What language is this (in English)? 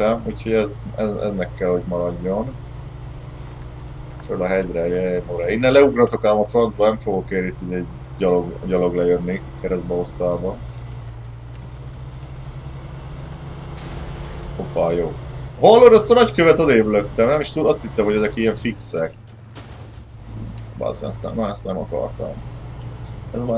Hungarian